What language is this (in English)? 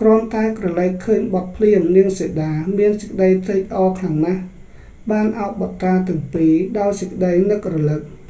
Khmer